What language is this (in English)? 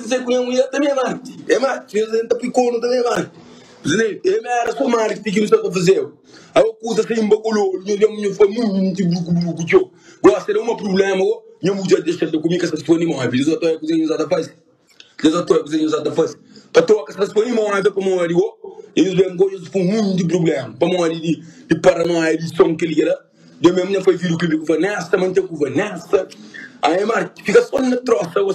Kabuverdianu